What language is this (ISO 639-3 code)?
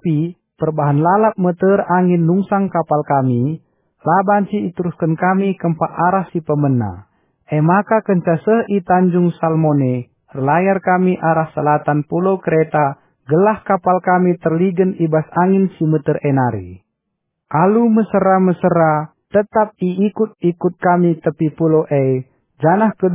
btx